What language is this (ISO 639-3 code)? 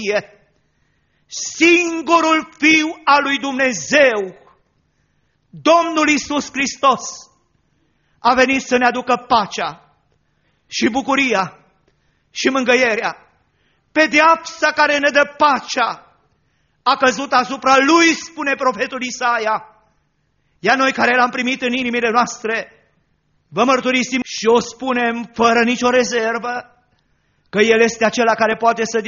ron